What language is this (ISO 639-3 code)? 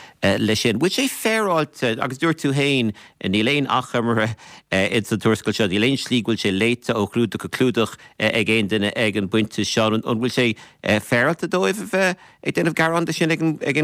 gle